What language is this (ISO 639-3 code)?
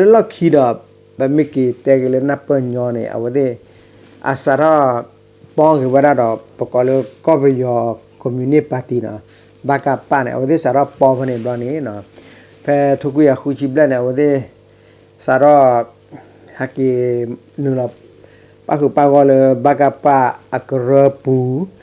ksw